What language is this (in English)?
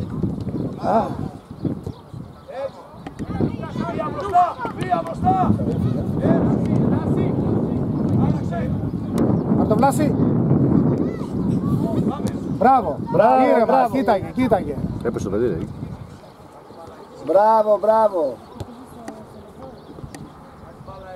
Greek